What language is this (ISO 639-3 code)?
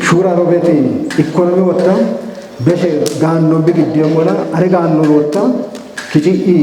kbr